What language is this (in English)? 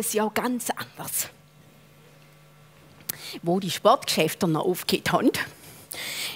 German